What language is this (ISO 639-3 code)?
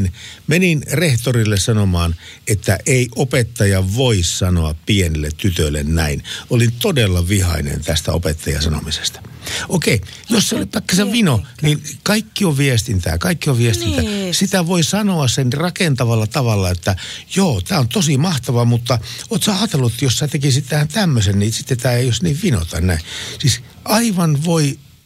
fin